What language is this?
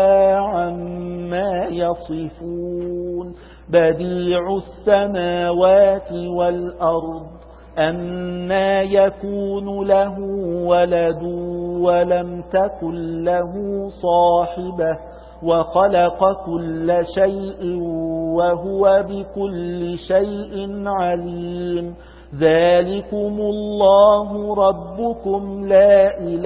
Arabic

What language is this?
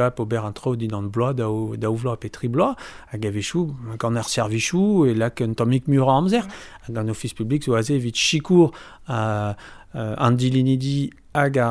Breton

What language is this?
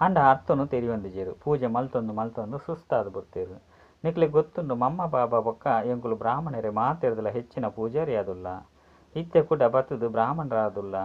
Tulu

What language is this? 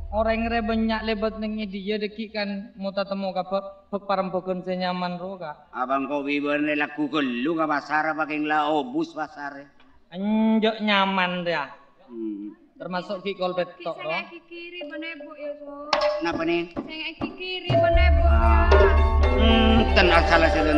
Madurese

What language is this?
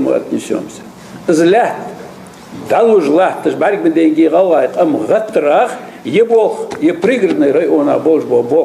Ingush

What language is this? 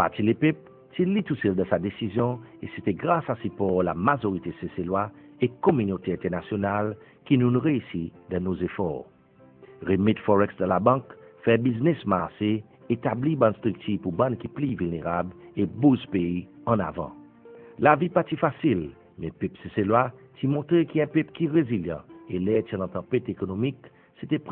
Seselwa Creole French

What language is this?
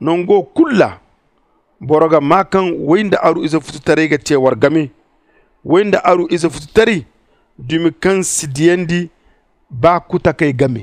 Zarma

